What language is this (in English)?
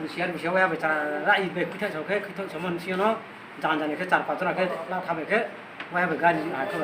Kok Borok